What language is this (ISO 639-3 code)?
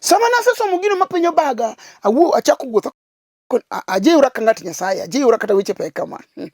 luo